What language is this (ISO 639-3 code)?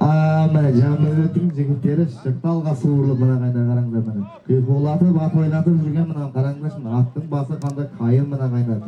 kaz